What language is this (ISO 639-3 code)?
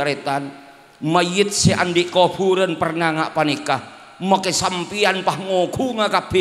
mad